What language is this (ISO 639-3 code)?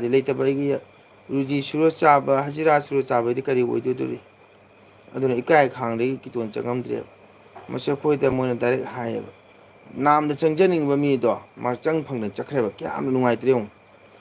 mni